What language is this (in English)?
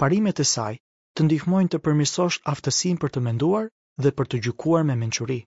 Albanian